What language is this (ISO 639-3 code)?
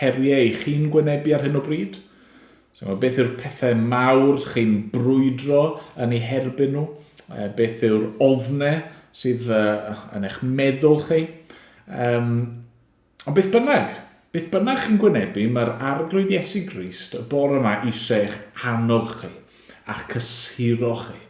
cym